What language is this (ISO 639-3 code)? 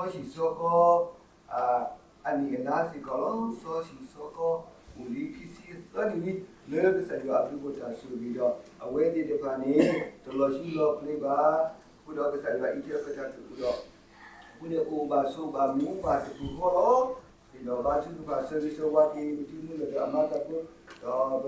ksw